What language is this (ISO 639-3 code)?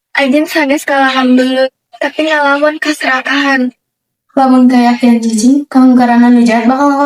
sun